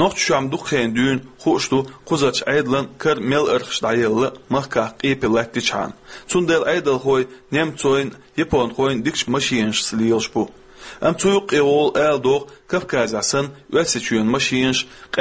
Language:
Chechen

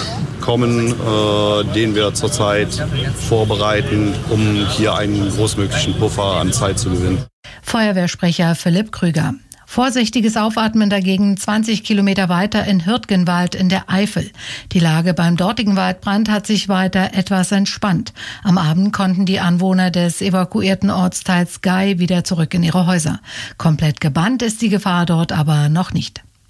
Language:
German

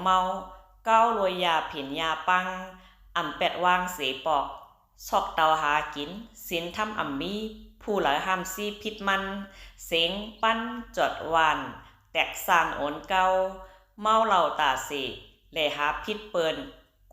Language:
Shan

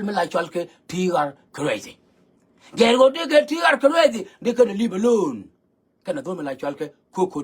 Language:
Nuer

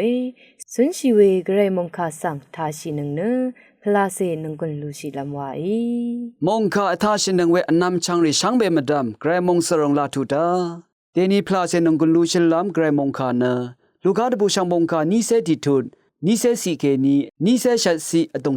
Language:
Rawang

